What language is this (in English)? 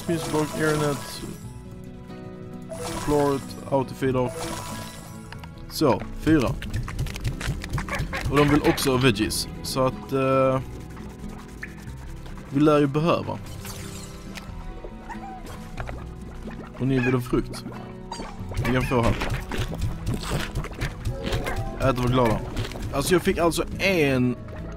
Swedish